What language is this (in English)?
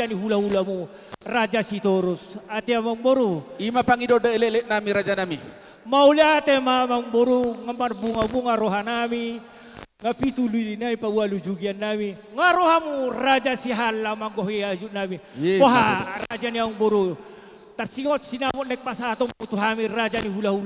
Batak Toba